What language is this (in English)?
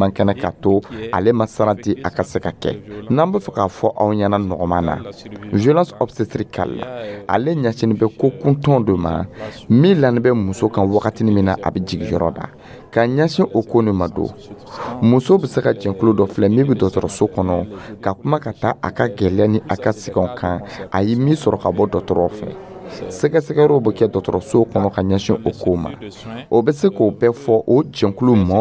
Dyula